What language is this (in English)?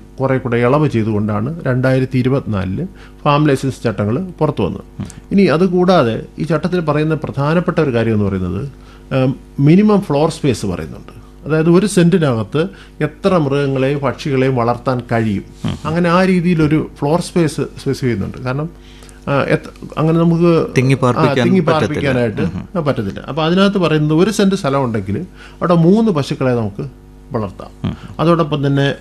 Malayalam